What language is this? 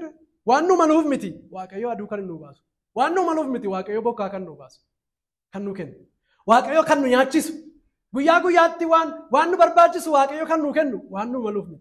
Oromo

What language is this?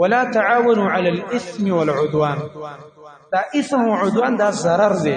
Pashto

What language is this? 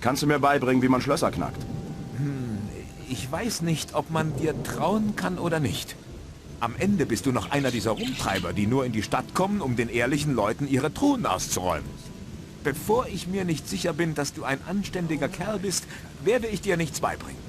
Bavarian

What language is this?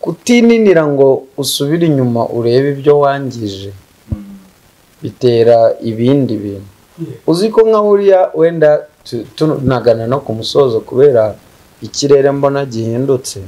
Kinyarwanda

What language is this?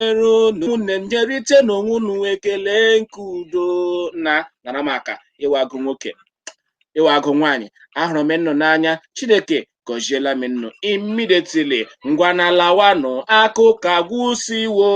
Igbo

